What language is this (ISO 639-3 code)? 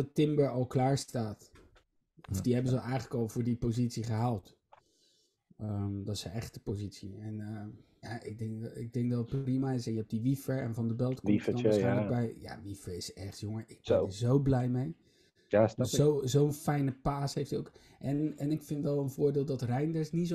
nld